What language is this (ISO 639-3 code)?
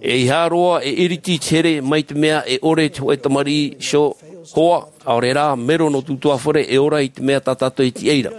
tah